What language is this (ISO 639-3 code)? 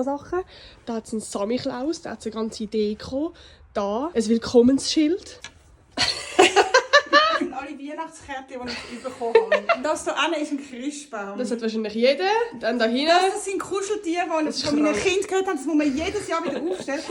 gsw